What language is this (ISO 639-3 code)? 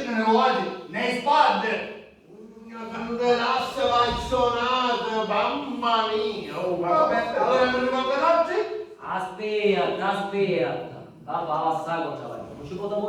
scn